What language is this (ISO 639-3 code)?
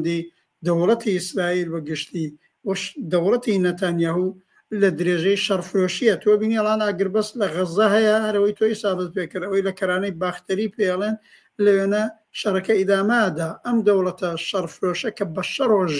ckb